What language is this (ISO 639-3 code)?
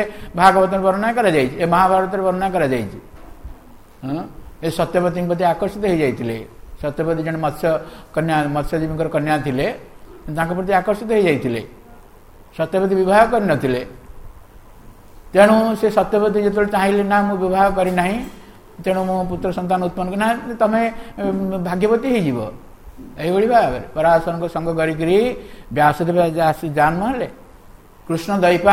ori